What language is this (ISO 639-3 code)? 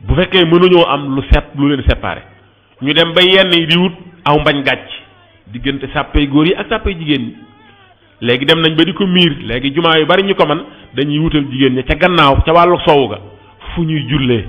wol